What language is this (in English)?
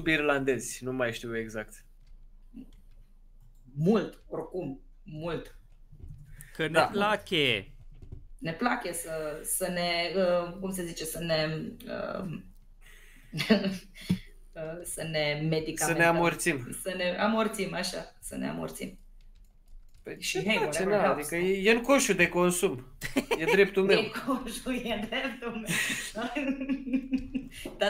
Romanian